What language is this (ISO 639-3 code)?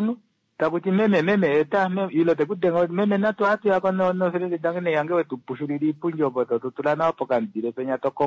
kua